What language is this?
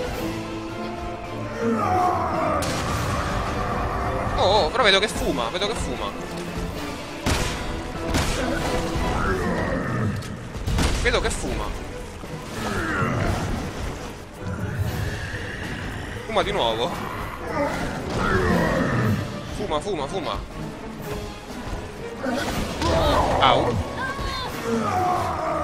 Italian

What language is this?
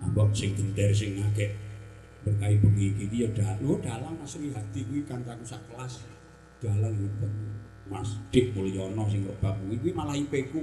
Javanese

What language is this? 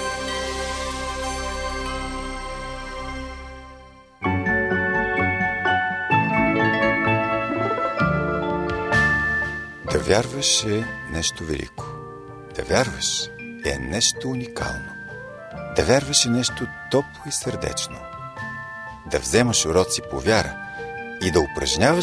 Bulgarian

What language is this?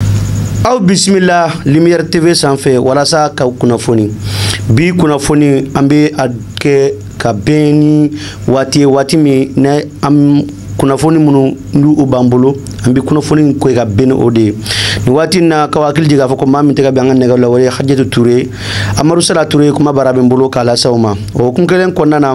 Bambara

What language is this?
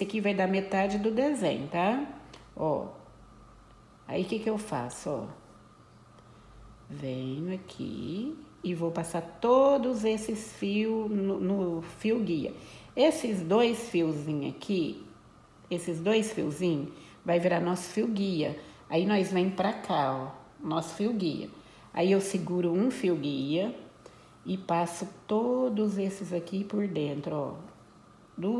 Portuguese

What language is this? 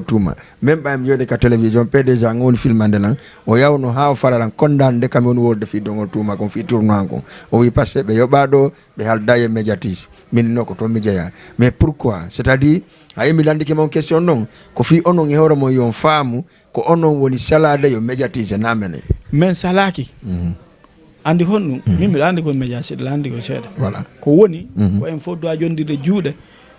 Fula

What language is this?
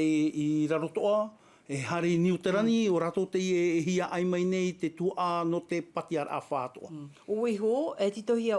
Tahitian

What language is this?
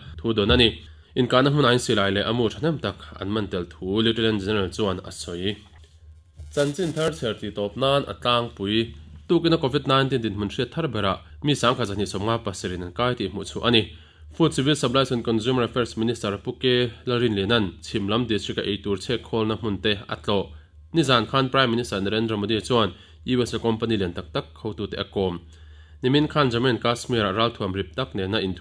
Mizo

